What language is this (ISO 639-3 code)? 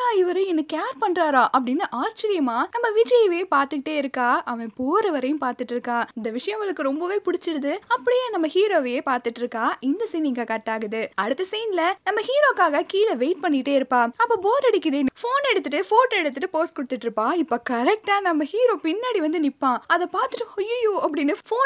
tam